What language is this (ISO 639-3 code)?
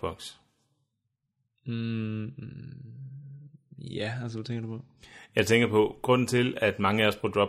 dan